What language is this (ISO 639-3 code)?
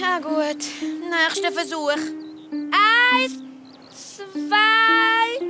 gsw